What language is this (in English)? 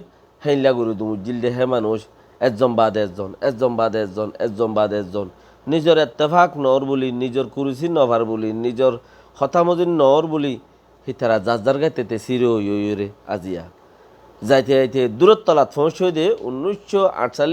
Rohingya